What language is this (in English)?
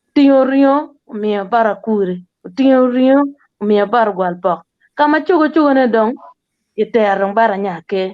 Acoli